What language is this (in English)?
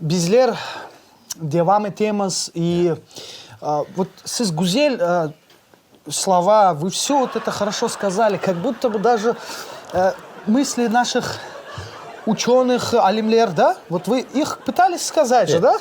Crimean Tatar